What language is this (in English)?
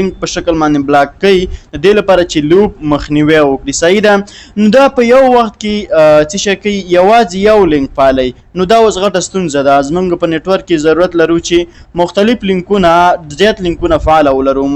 Pashto